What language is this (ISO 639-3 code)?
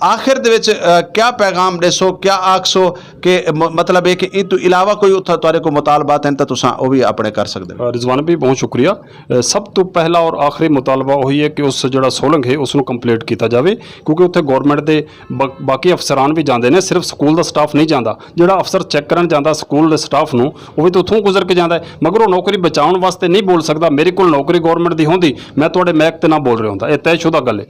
skr